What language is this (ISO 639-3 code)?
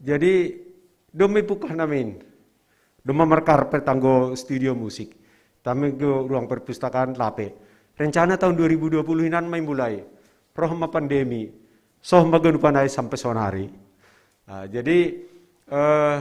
bts